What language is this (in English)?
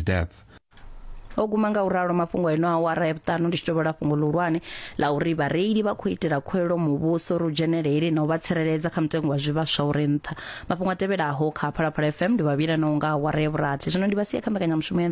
Venda